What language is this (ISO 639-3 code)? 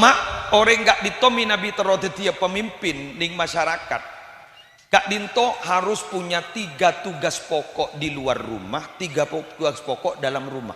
mad